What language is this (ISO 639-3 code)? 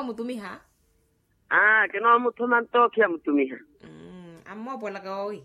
vmw